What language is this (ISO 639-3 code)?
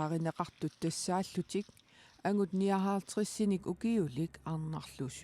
kal